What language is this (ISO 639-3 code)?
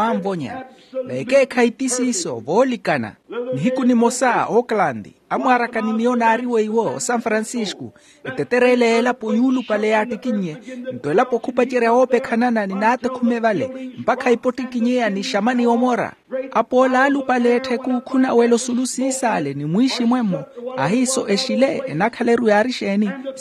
vmw